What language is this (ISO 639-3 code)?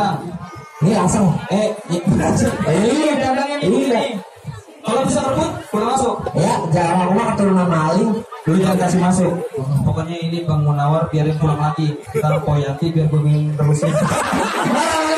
bew